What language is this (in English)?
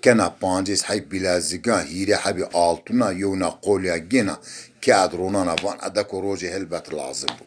Zaza